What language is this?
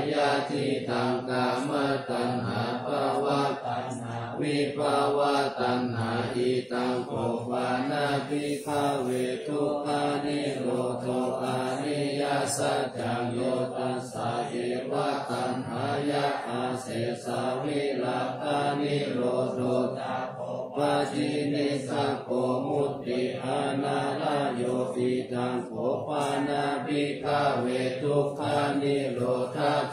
Pali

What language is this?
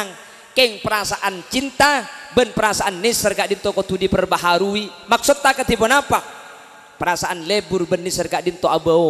Madurese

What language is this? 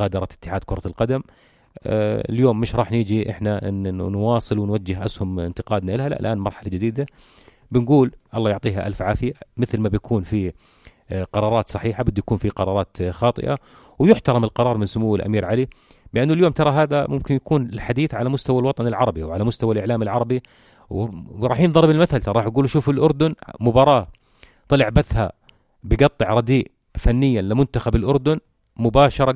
North Levantine Arabic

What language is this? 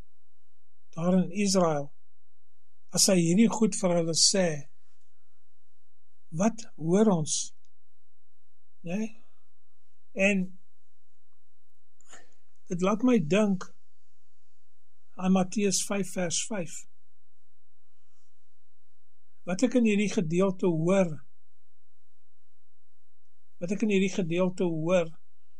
Afrikaans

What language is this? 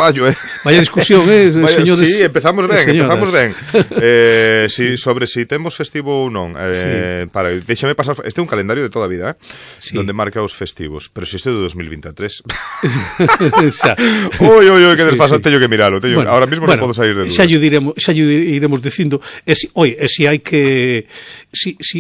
Galician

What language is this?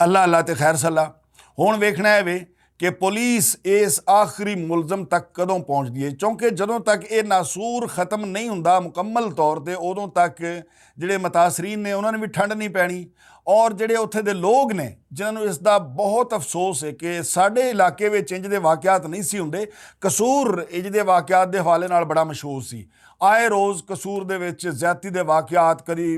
Western Panjabi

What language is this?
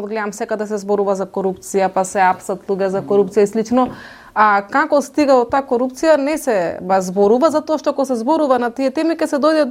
Macedonian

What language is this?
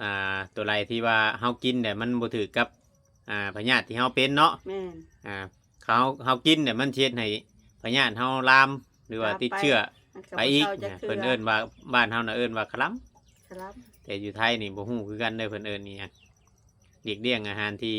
Northeastern Thai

